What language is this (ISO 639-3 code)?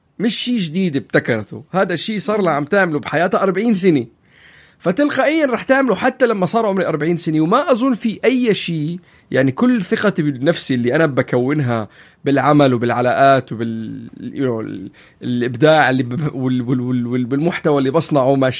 apc